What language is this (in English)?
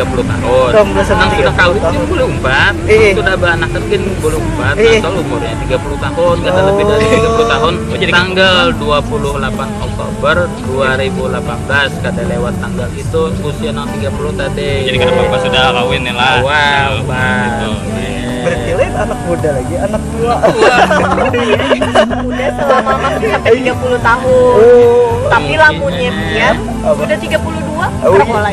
Banjar